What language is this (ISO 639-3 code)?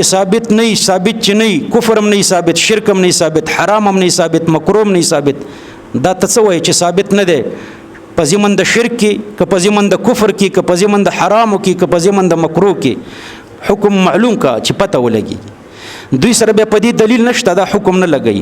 pus